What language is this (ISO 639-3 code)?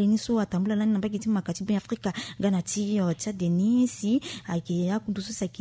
sag